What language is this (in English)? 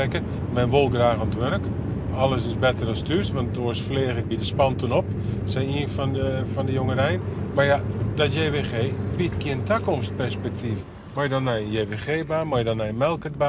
Western Frisian